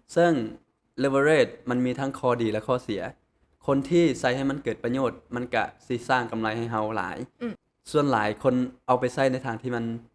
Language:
Lao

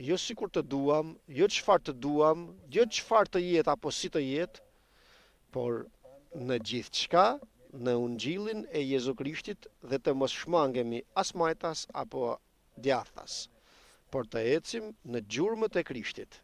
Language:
Albanian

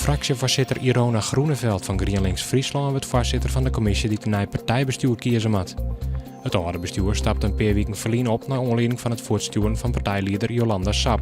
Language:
Western Frisian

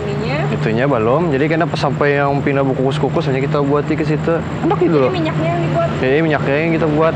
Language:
Banjar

